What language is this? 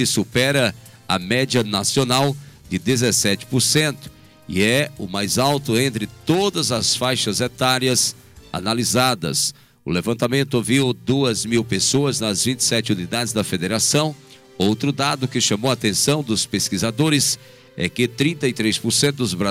Portuguese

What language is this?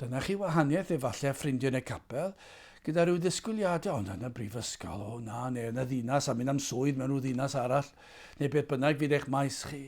Welsh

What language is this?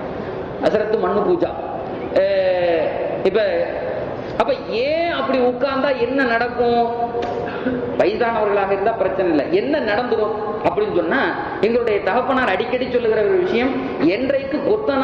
Tamil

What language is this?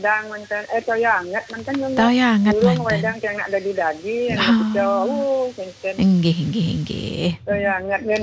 Balinese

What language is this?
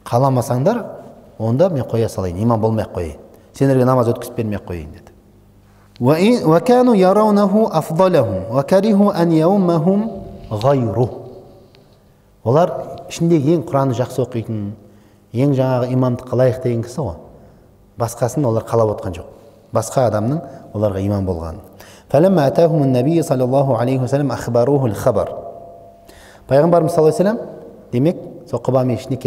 Kazakh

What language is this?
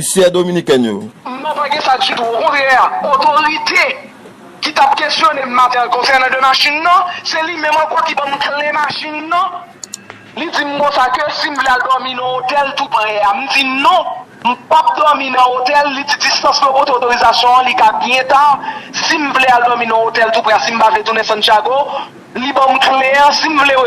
Haitian Creole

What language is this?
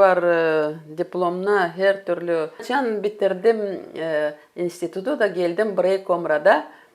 Gagauz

